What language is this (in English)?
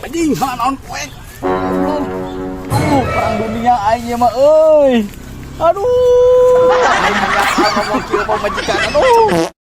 Sundanese